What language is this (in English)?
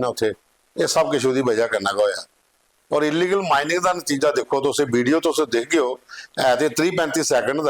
Dogri